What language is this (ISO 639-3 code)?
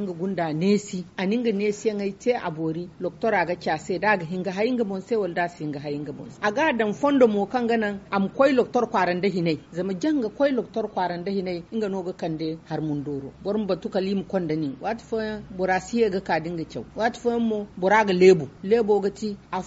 dje